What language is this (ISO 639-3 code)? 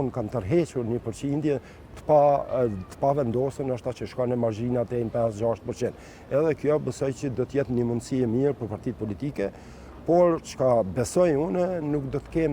sqi